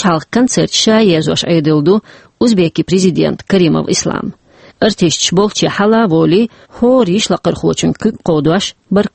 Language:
Chechen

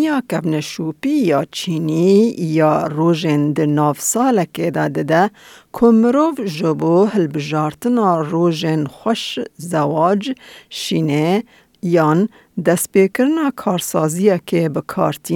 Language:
Kurdish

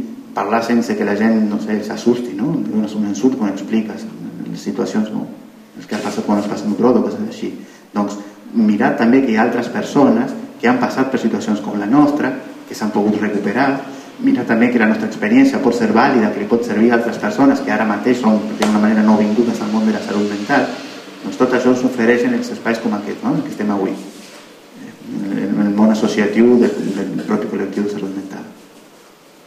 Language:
Catalan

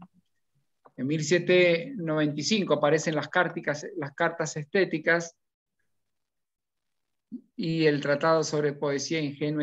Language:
Spanish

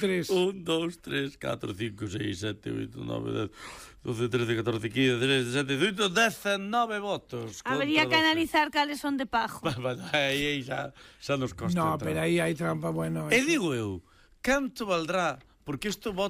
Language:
Galician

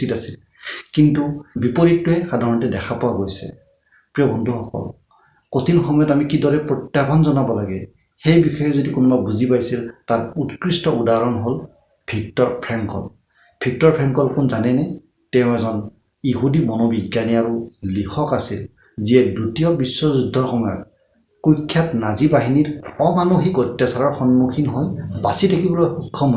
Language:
Assamese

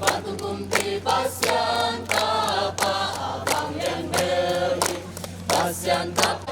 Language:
Tedim Chin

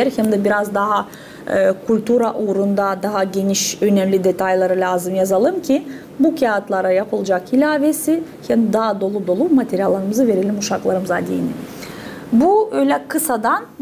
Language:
Gagauz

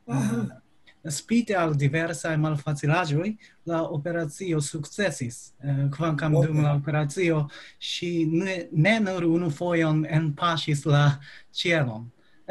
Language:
Esperanto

